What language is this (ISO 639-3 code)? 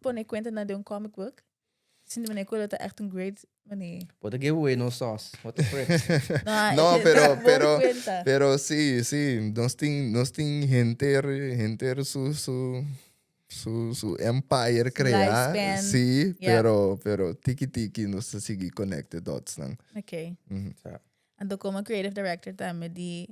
pap